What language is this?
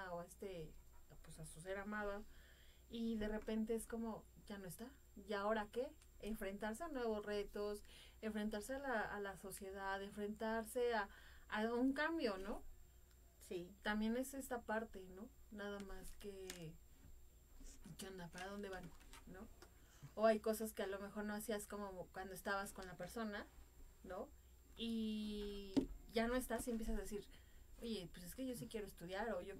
Spanish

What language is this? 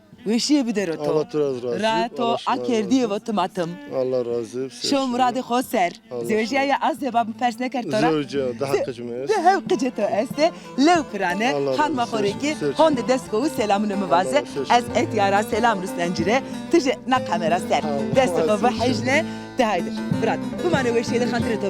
Zaza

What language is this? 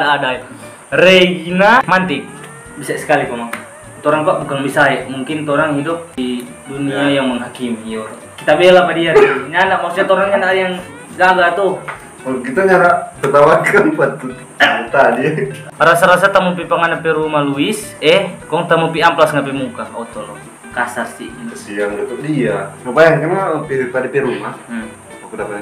Manado Malay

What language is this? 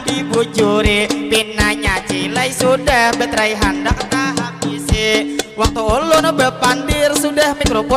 Banjar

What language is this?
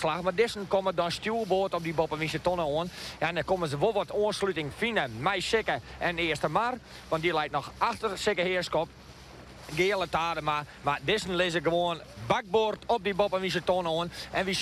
Western Frisian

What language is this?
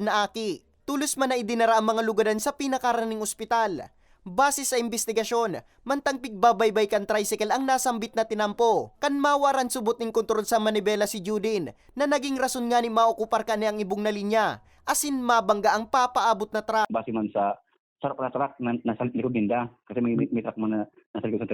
Bikol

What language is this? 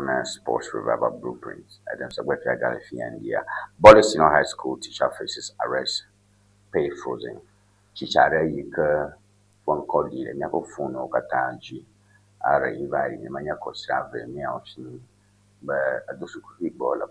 Ewe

